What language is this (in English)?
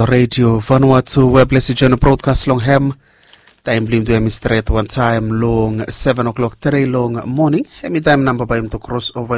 Bislama